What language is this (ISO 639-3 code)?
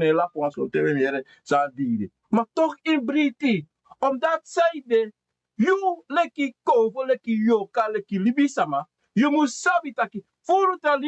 srn